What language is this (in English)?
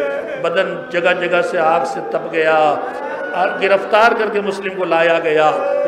Urdu